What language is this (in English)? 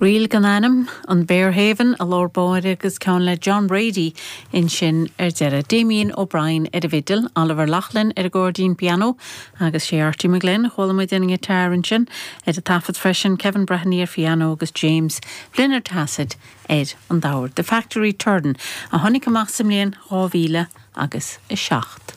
Irish